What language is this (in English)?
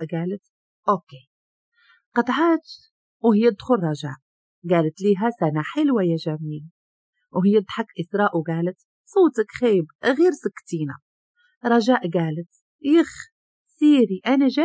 Moroccan Arabic